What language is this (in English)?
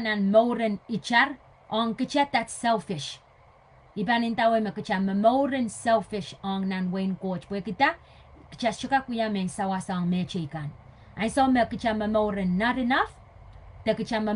Pohnpeian